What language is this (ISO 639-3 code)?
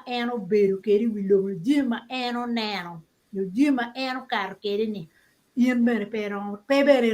ach